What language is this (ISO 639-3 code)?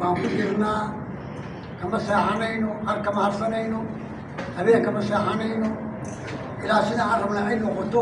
som